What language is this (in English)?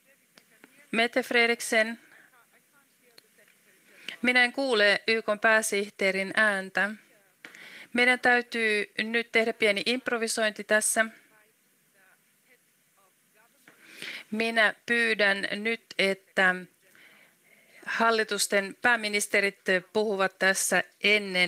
Finnish